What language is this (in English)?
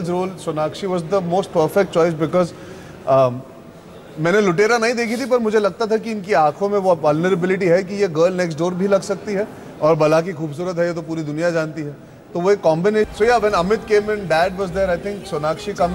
Hindi